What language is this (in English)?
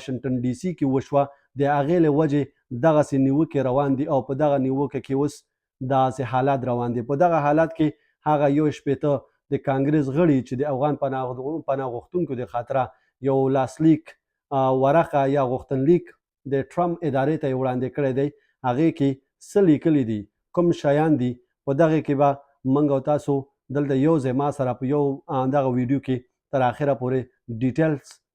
Pashto